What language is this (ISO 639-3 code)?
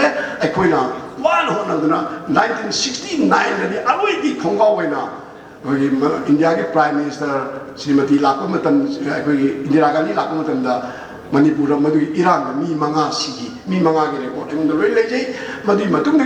mni